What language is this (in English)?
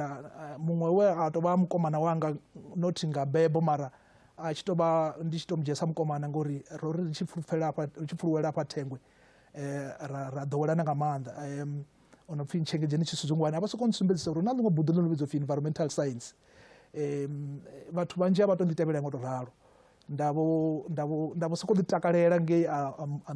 Venda